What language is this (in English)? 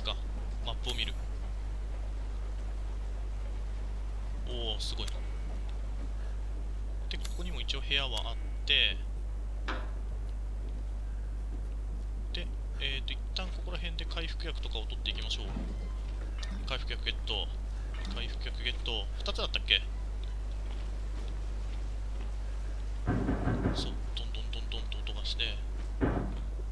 Japanese